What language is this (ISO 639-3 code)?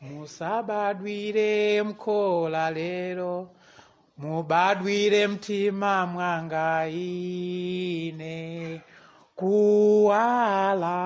nya